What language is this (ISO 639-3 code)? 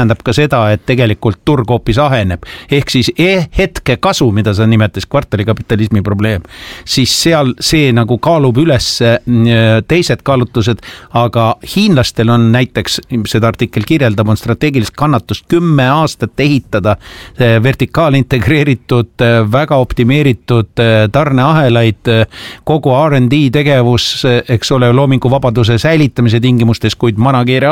est